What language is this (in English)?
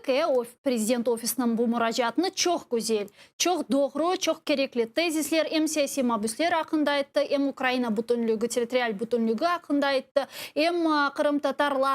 Crimean Tatar